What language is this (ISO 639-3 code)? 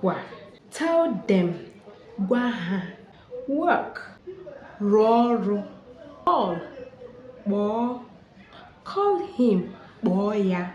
ibo